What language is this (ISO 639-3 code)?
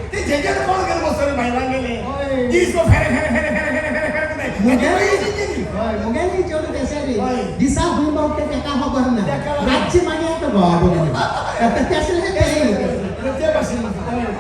kok